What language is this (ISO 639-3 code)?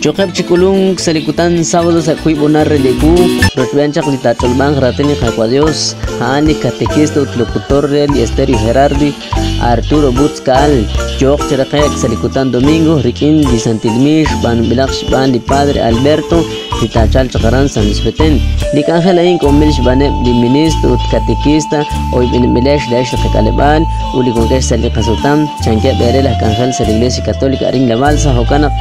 kek